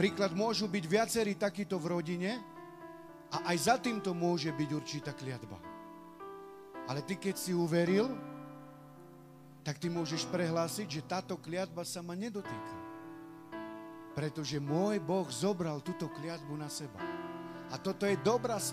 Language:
Slovak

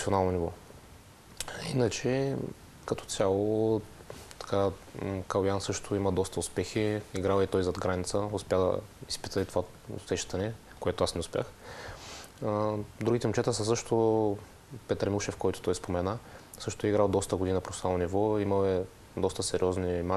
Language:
Bulgarian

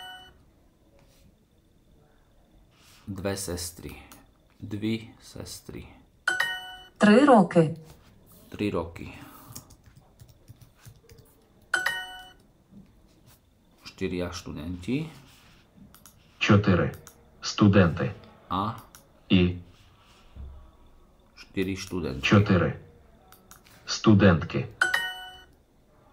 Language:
Slovak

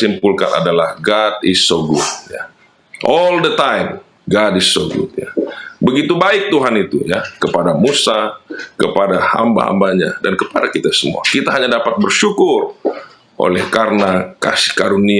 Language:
Indonesian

